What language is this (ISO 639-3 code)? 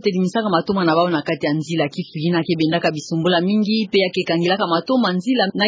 ktu